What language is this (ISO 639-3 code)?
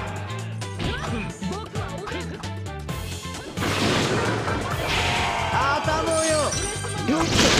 jpn